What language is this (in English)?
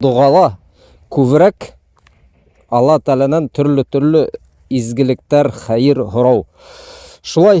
Bashkir